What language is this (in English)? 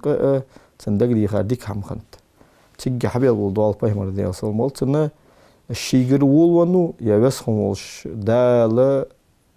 Ingush